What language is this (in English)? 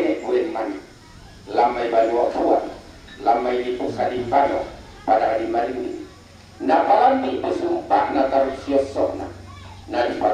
Toraja-Sa'dan